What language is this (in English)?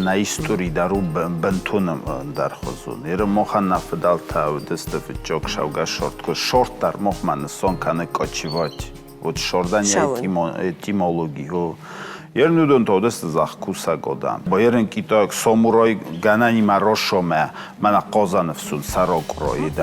Ossetic